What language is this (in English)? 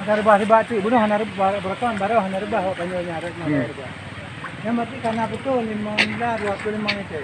Achinese